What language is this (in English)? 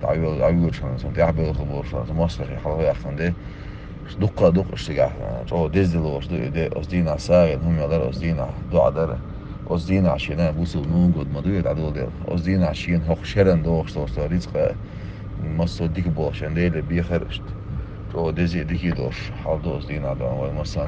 Chechen